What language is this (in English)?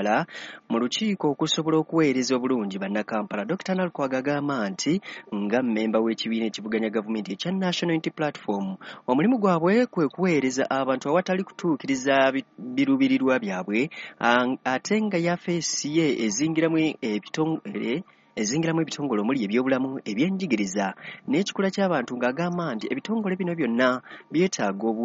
Ganda